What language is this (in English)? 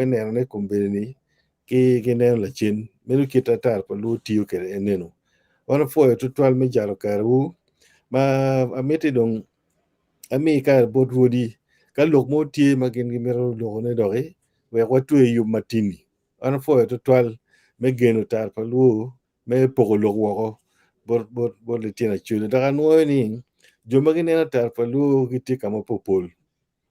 Acoli